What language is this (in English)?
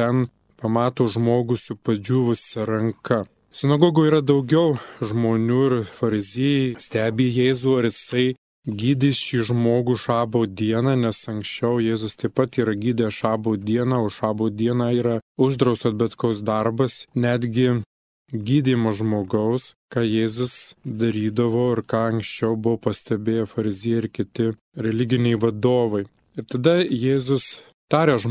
Lithuanian